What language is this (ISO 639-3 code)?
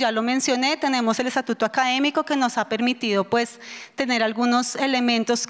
spa